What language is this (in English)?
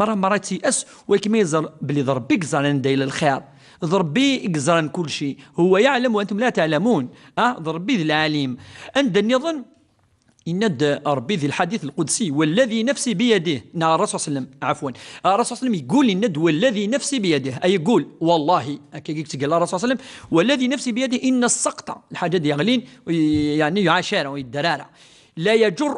Kabyle